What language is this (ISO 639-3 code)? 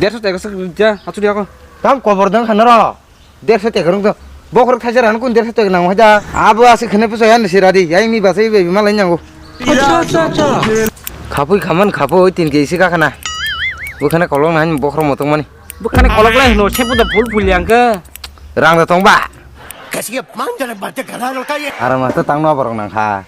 trp